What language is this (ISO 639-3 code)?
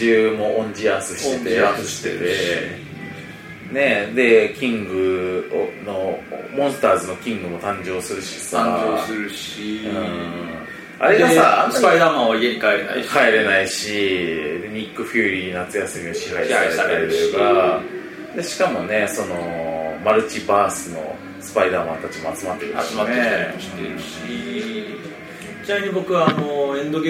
jpn